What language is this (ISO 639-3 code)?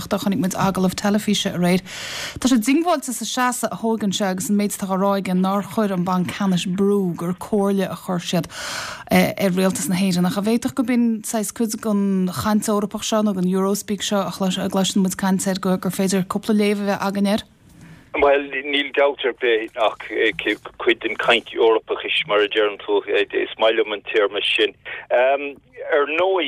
gle